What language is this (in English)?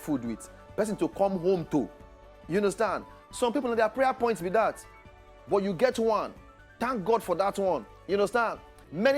Nigerian Pidgin